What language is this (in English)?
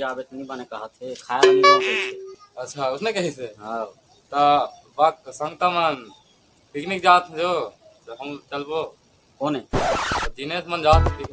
Chhattisgarhi